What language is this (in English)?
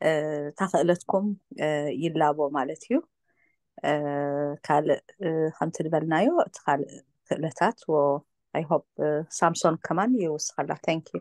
Tigrinya